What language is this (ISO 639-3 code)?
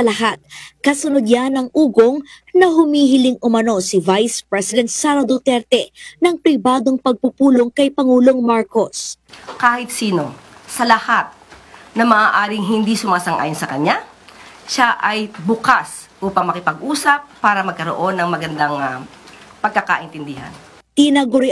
fil